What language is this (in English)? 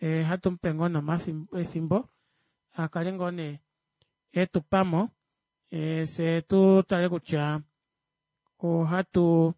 Kuanyama